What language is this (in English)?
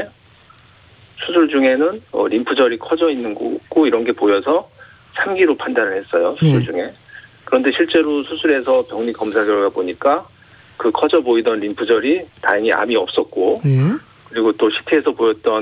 Korean